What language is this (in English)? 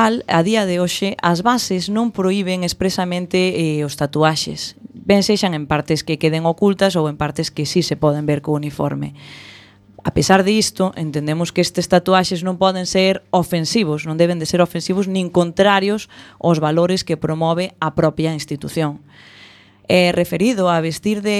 Galician